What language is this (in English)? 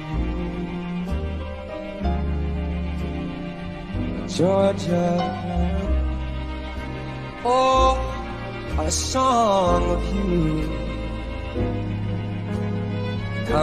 English